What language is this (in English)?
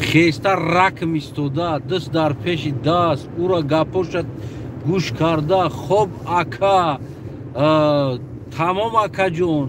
Tajik